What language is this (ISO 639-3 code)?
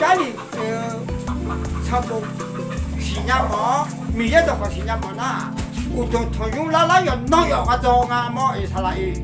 ahk